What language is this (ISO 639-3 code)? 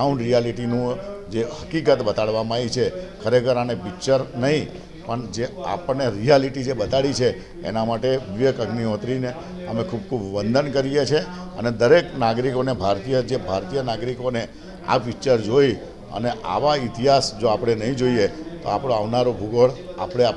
guj